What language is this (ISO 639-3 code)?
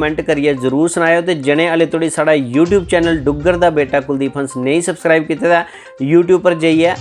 doi